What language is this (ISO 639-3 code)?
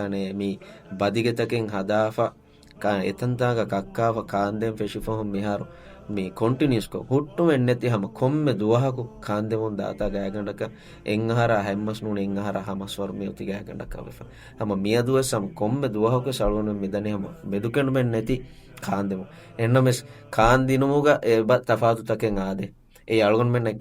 div